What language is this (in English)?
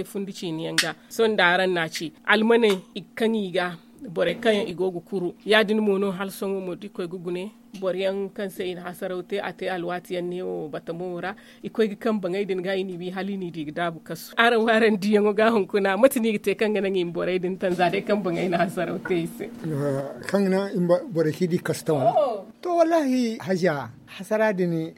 Zarma